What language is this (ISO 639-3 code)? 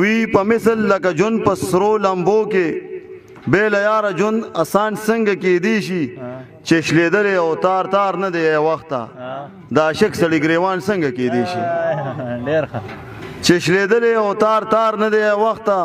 pus